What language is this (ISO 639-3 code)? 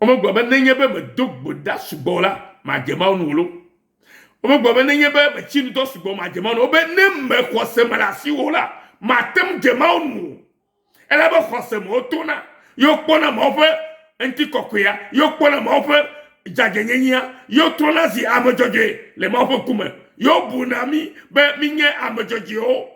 ewe